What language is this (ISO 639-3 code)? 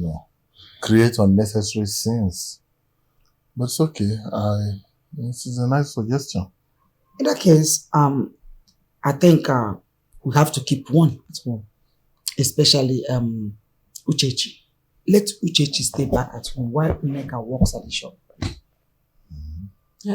pcm